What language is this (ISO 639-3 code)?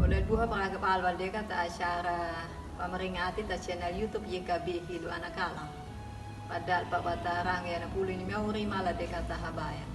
akg